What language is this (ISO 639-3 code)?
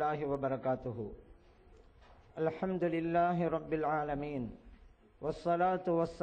tam